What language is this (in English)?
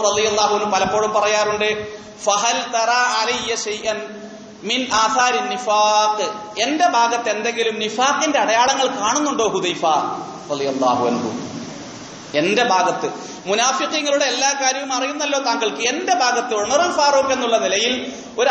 Malayalam